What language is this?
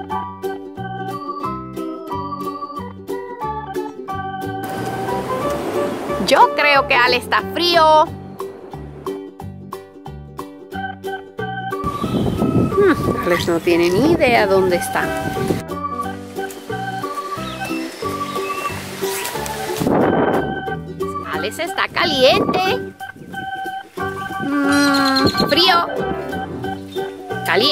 Spanish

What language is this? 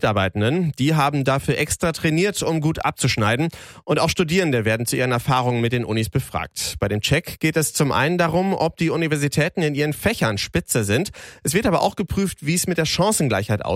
German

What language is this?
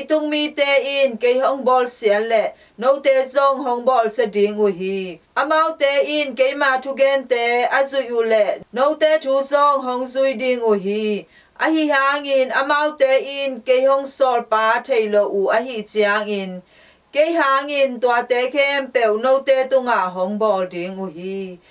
Tedim Chin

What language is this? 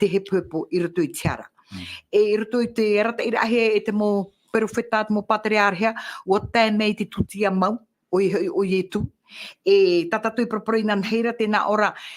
Tahitian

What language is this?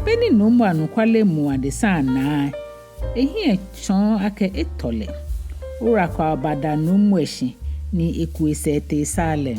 Ga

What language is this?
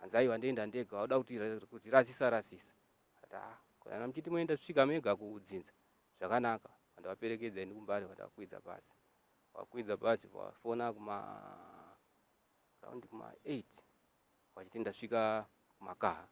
Shona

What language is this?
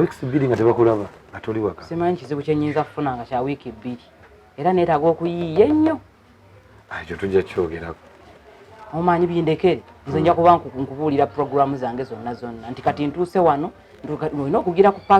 Ganda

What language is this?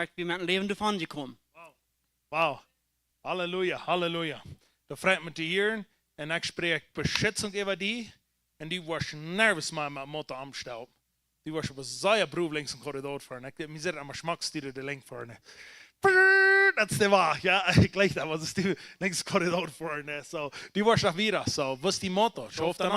Plautdietsch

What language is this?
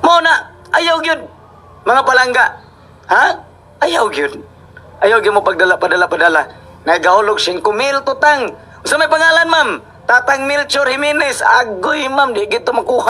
Cebuano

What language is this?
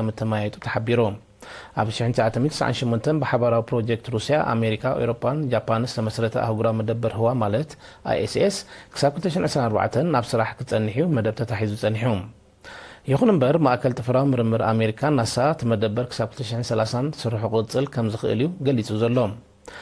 Tigrinya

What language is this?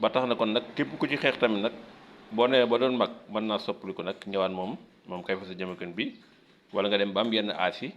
Wolof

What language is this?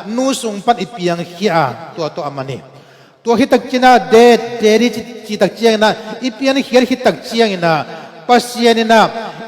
Tedim Chin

